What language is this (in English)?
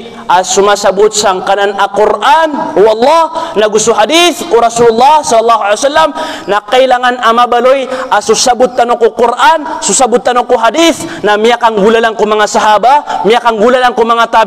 Maranao